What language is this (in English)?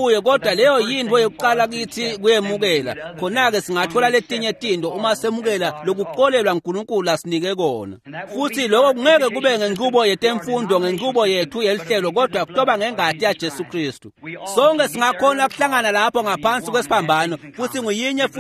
Swati